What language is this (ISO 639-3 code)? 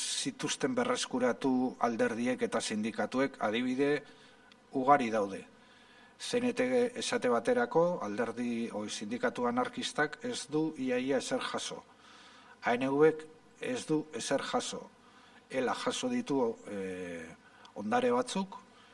eus